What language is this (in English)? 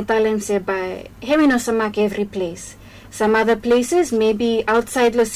Bislama